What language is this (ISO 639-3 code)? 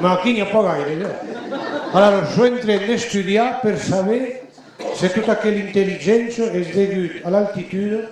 oci